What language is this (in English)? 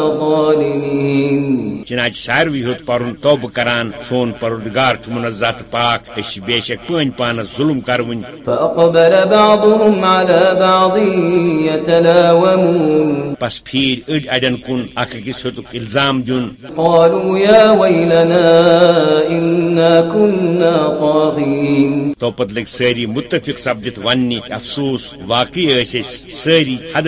Kashmiri